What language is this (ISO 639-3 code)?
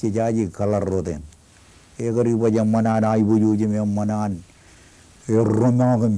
mah